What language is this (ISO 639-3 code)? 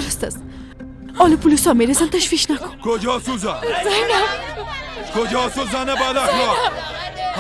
fas